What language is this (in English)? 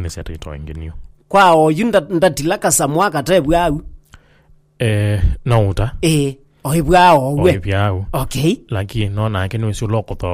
Kamba